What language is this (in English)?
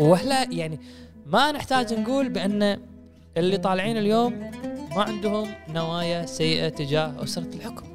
Gulf Arabic